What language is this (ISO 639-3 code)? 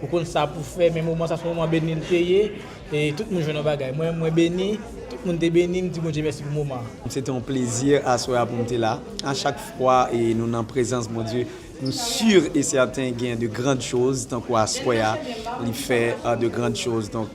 hat